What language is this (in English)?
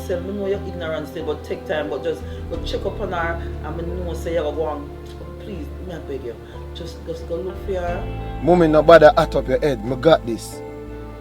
Jamaican Creole English